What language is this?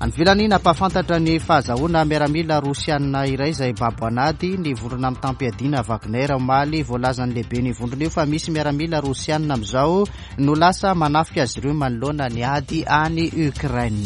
Malagasy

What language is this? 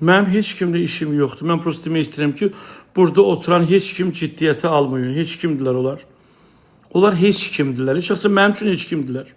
Azerbaijani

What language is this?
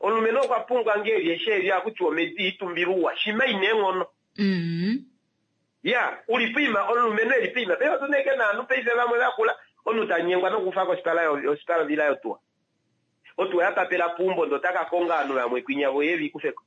Kuanyama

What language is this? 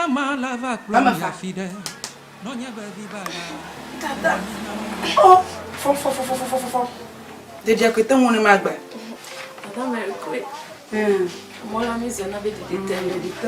Ewe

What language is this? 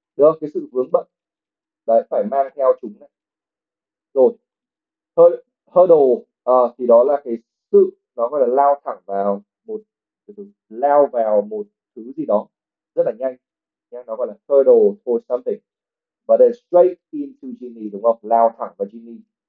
Vietnamese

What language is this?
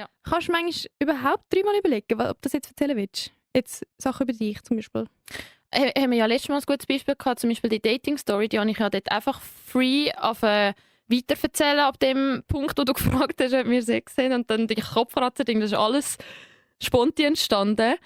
Swiss German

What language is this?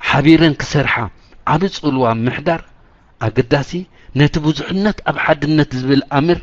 Tigrinya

